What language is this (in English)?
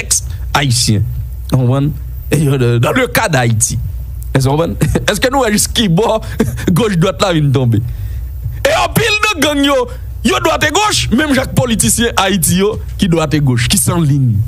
Haitian Creole